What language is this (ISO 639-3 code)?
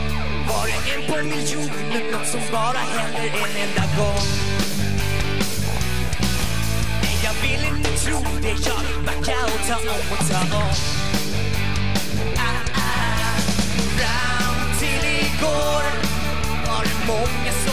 swe